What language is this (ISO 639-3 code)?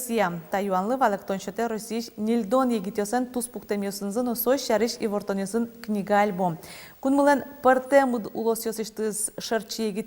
udm